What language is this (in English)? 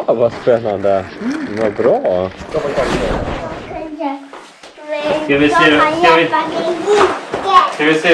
Swedish